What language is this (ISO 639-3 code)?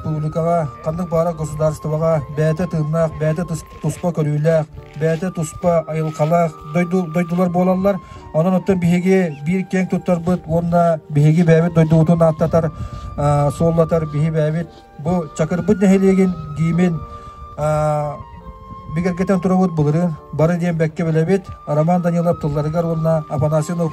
sah